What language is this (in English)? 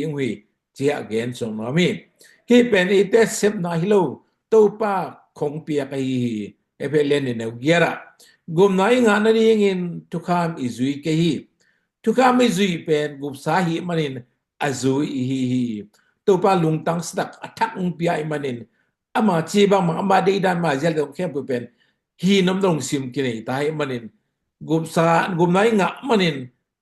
Tedim Chin